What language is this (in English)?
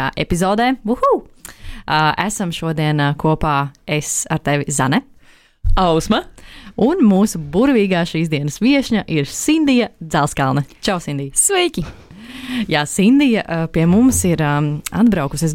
Latvian